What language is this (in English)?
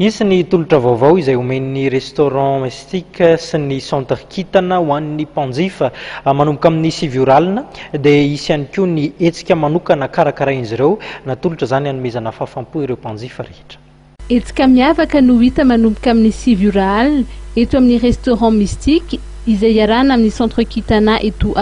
Malagasy